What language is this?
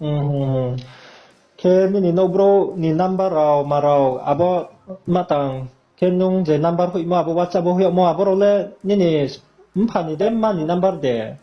Riang (India)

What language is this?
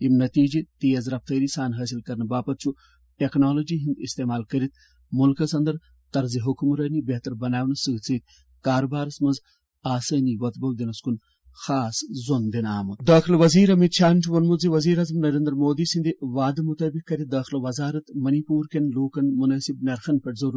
Kashmiri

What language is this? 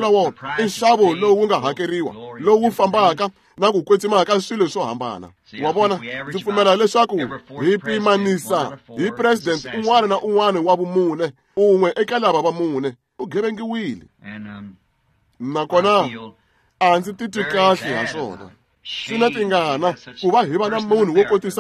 Tsonga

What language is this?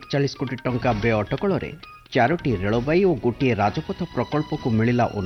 Odia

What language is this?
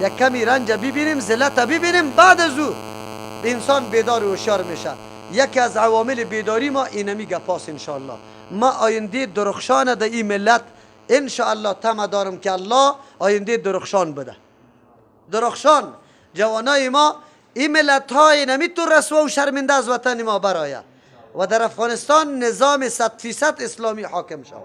Persian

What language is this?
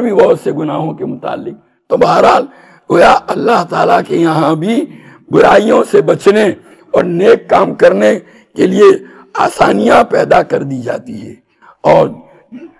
Urdu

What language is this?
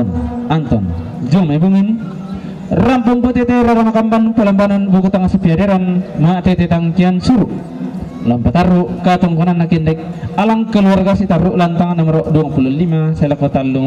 Toraja-Sa'dan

